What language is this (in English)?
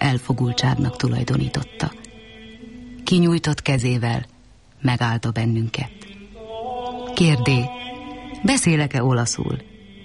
Hungarian